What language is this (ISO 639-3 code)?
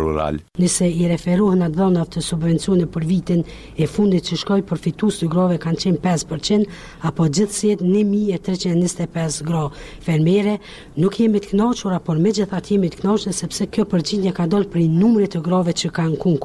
sqi